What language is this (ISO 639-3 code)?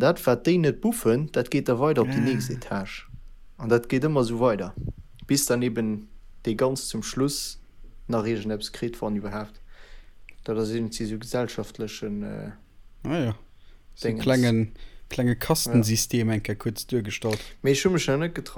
ltz